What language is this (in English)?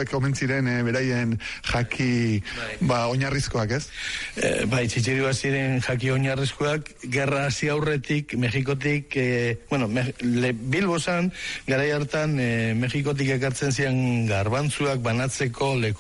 Basque